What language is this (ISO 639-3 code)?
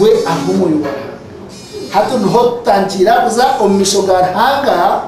nyn